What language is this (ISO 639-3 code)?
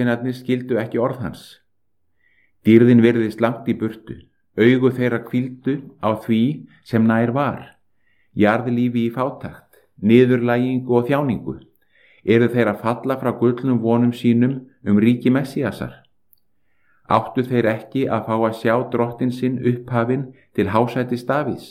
isl